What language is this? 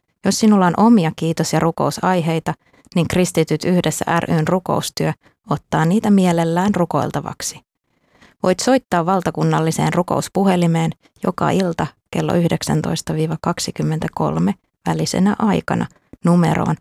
Finnish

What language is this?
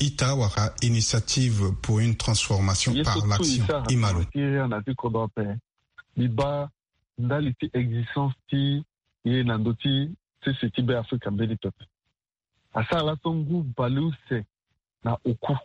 Sango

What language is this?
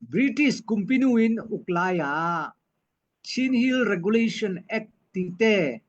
Falam Chin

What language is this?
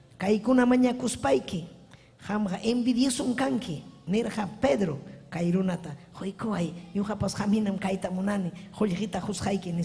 Ayacucho Quechua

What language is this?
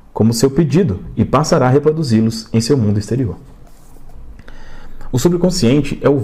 Portuguese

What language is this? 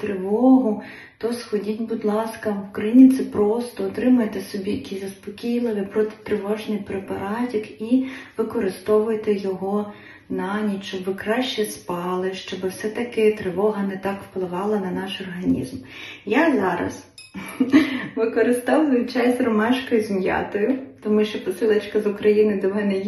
Ukrainian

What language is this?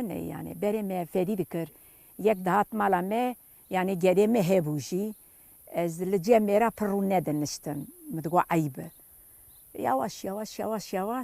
Kurdish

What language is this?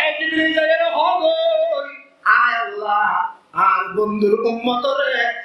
Rohingya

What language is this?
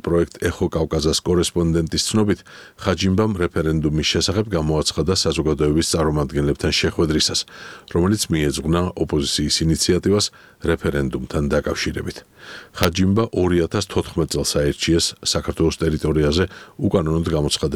Georgian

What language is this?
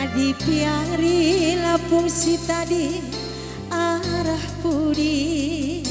Batak Karo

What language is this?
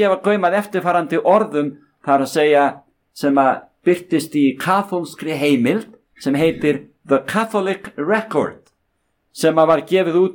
Icelandic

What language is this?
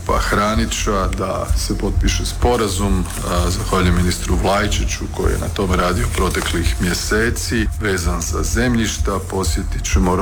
Croatian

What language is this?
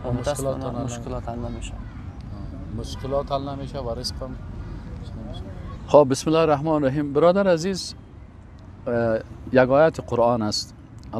Persian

